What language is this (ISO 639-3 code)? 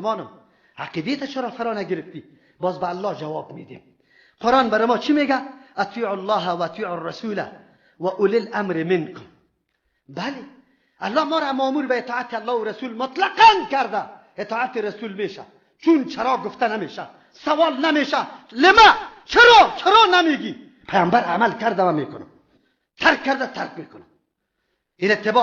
fas